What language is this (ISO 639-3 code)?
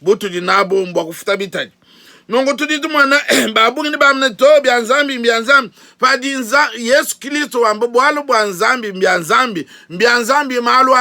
lua